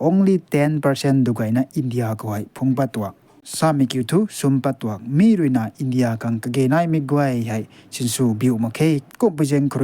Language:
Rongmei Naga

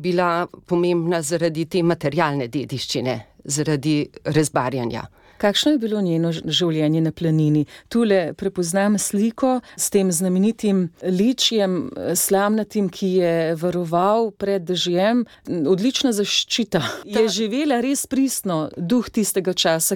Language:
Slovenian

